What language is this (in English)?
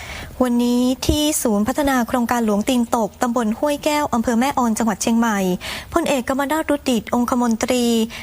Thai